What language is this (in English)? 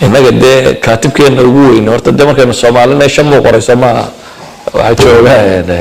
Somali